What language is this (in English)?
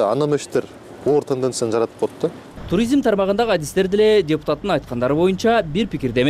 Kyrgyz